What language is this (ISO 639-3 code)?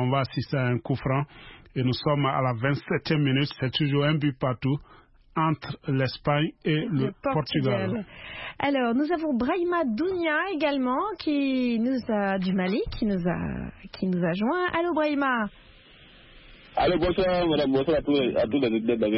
fra